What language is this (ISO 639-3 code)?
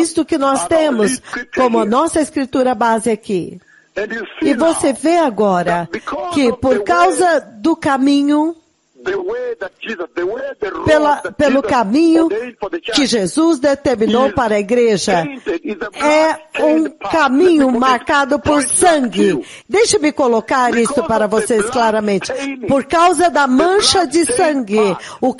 por